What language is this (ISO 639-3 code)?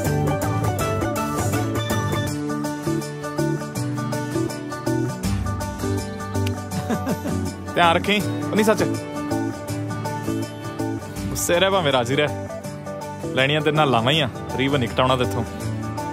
pan